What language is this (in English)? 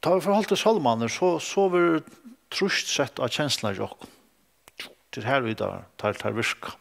Faroese